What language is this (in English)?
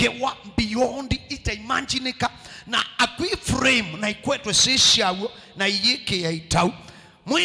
Kamba